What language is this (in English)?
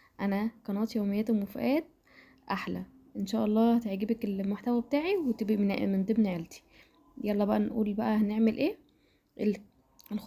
Egyptian Arabic